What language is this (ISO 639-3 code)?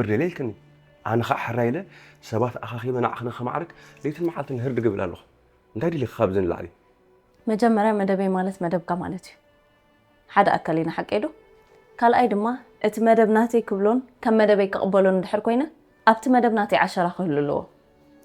tir